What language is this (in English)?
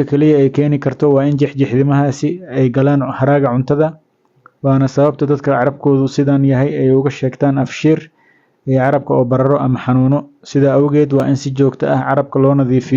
Somali